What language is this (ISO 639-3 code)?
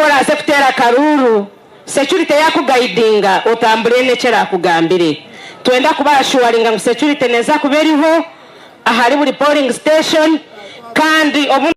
nyn